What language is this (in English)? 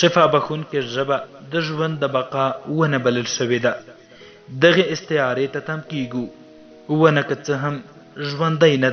Pashto